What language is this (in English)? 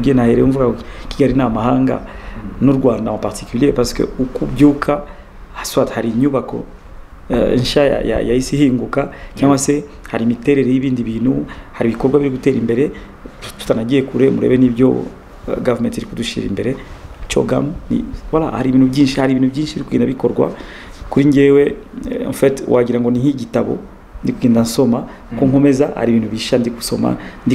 Kinyarwanda